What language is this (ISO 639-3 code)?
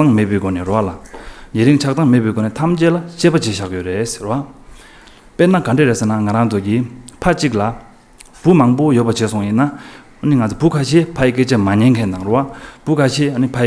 bod